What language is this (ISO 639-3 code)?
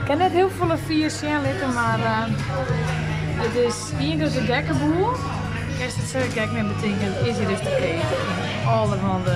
fry